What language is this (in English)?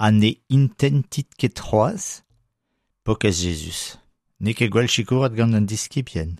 Breton